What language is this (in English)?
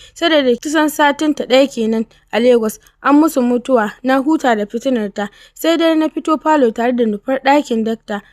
Hausa